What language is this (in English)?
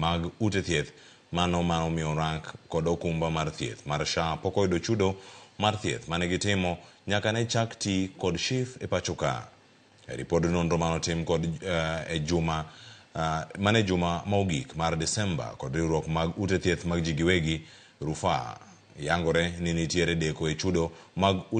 Luo (Kenya and Tanzania)